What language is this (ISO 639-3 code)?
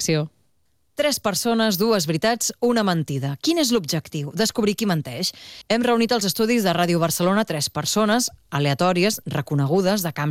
cat